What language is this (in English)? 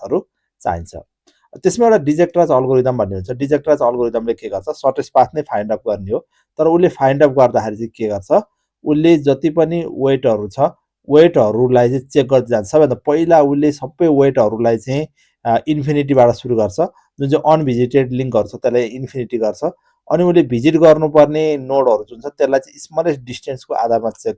Nepali